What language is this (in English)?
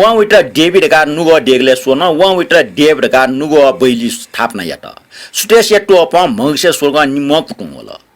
Newari